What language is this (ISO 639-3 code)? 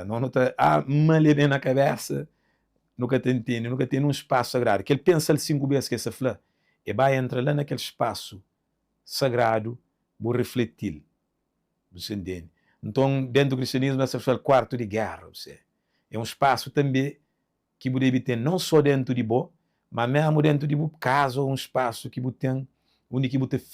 kea